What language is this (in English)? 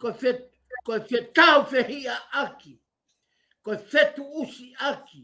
Tongan